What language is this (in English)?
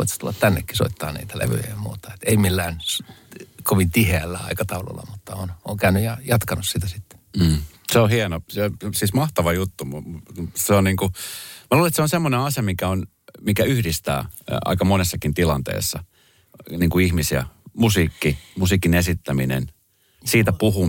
Finnish